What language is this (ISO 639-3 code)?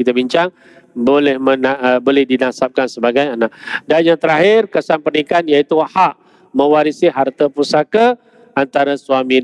msa